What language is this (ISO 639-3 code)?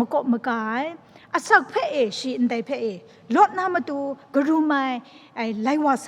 kac